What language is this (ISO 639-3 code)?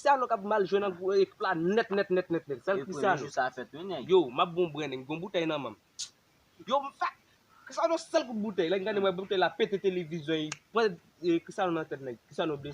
hat